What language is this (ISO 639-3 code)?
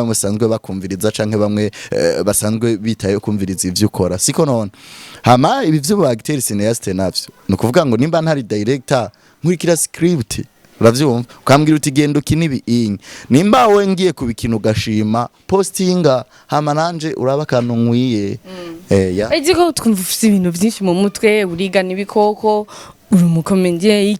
run